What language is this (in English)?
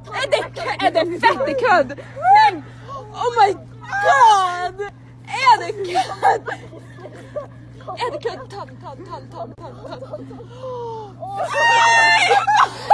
Norwegian